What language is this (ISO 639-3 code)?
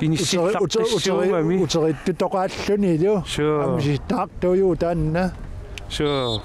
kal